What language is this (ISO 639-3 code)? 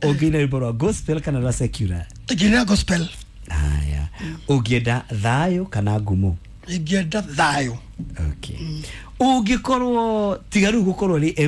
kik